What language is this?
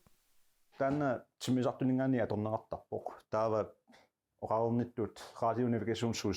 Kalaallisut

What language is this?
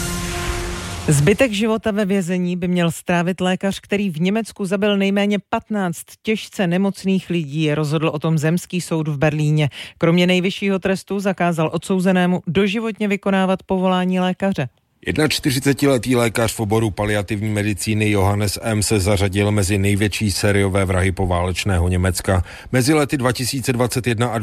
Czech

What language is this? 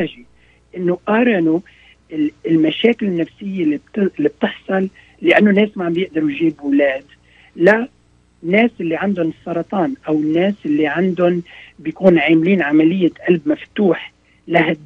North Levantine Arabic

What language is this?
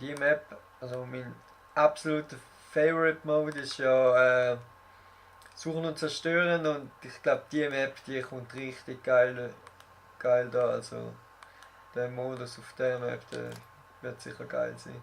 Swiss German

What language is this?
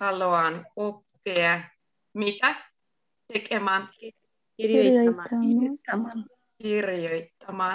Finnish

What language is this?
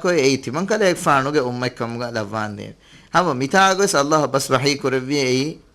Divehi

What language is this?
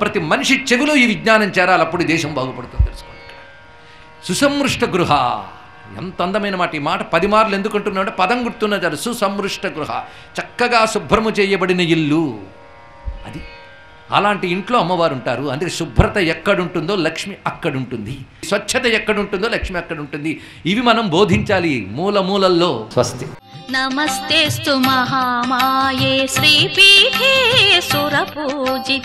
Telugu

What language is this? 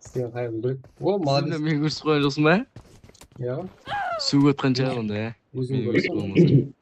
Kara-Kalpak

